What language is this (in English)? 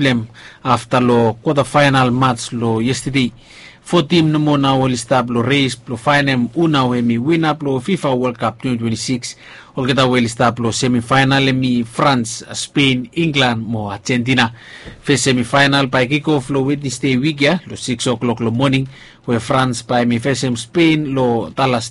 Bislama